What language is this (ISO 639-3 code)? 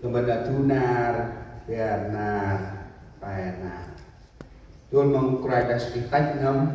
cmo